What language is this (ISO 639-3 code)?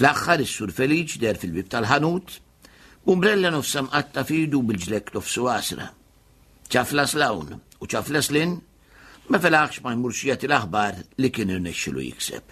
mlt